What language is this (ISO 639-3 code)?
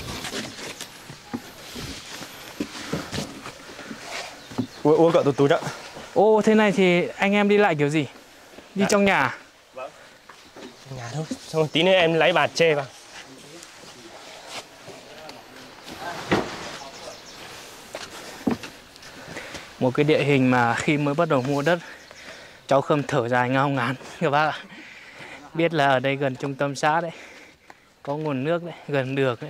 vie